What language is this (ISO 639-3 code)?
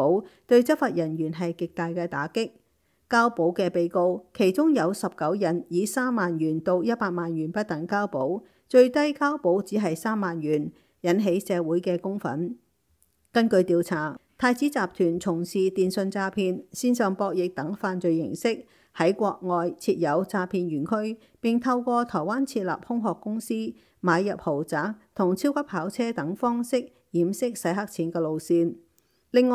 yue